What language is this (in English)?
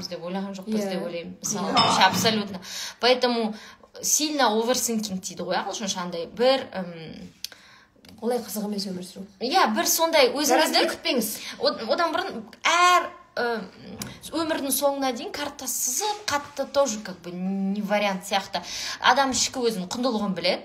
Kazakh